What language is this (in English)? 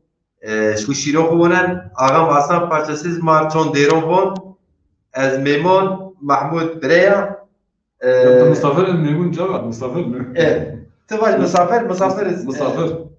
Zaza